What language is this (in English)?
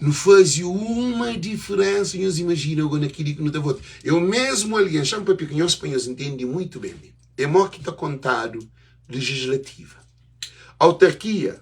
Kabuverdianu